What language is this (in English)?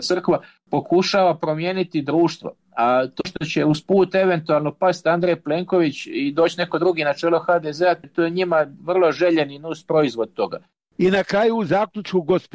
Croatian